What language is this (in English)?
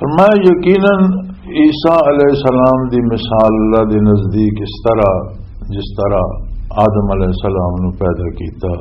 Western Panjabi